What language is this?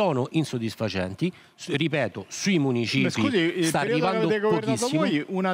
Italian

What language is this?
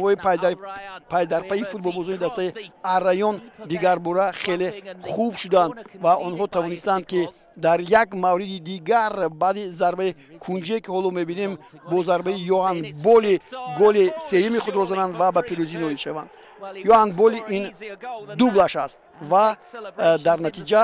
Tajik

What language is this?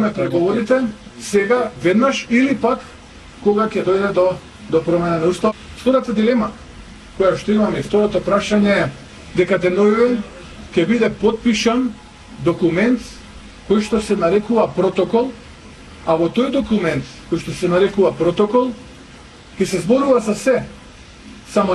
Macedonian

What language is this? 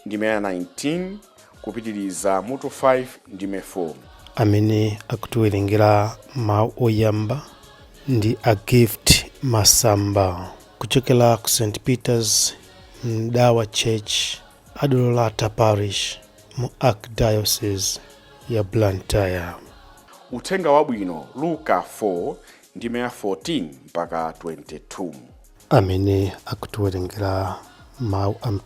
Nyanja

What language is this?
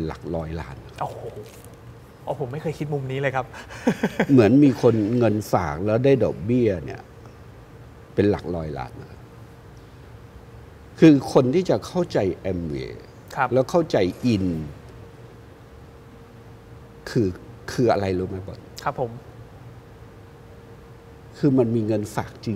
Thai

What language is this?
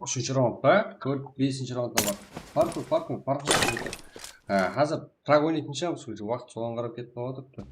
Kara-Kalpak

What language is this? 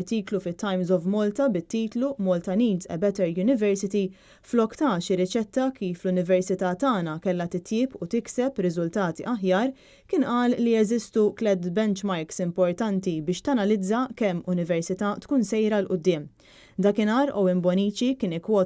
Maltese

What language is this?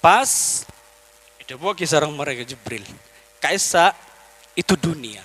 Madurese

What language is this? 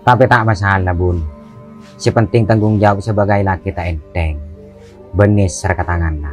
Madurese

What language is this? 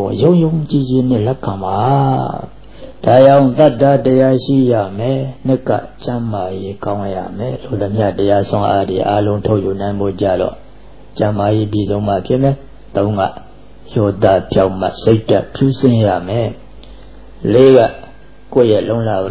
Burmese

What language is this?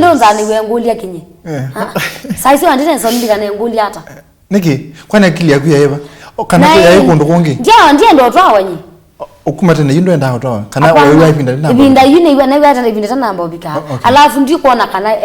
Kamba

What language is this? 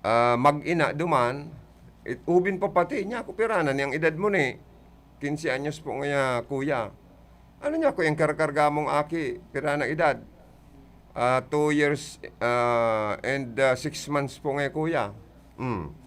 Bikol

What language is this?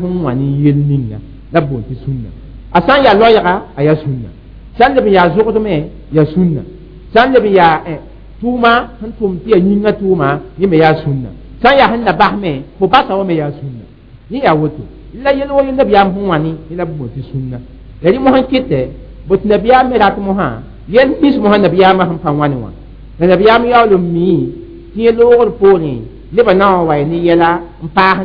Mossi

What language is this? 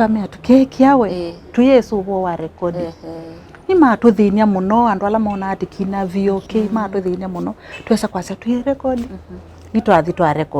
Kamba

